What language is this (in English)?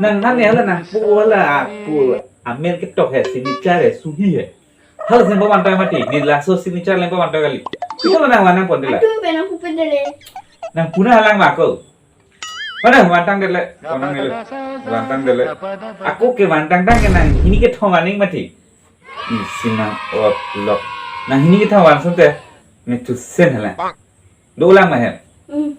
Karbi